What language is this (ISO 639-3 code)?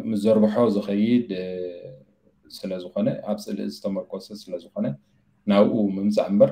tir